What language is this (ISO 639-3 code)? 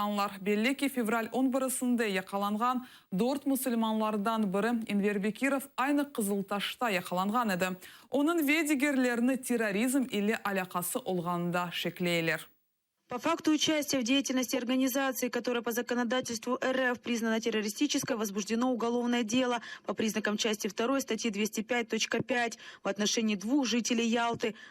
crh